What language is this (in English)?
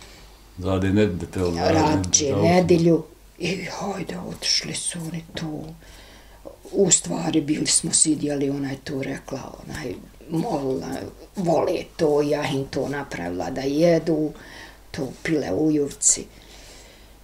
Bosnian